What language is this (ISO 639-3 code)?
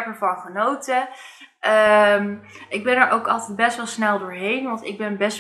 nld